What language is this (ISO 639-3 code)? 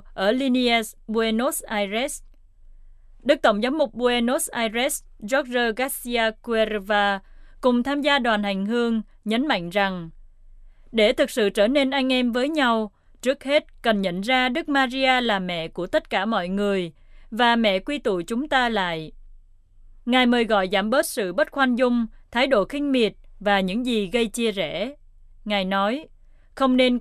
vie